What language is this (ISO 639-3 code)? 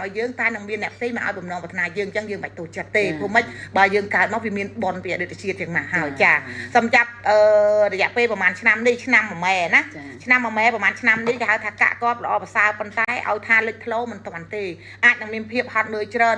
khm